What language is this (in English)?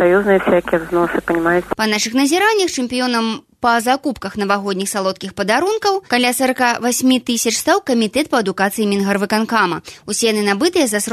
Belarusian